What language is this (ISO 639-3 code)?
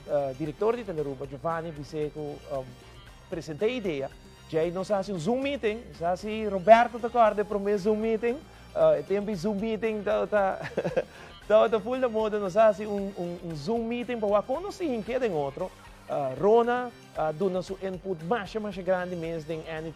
pap